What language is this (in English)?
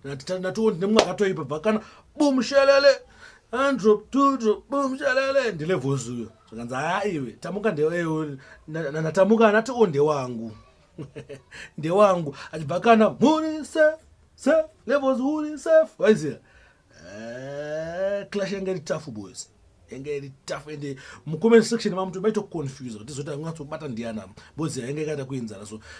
Shona